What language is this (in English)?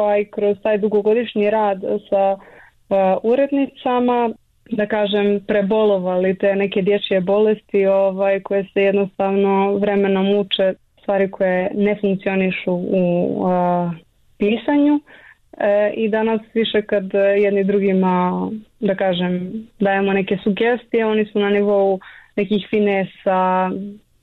Bosnian